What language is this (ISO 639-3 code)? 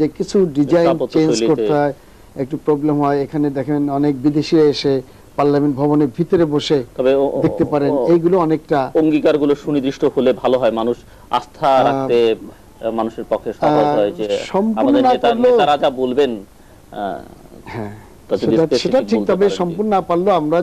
ben